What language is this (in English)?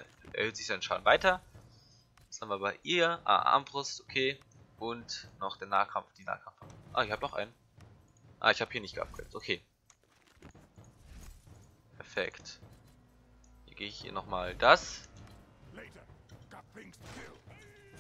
German